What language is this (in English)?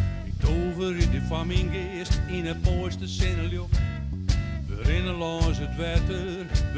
Western Frisian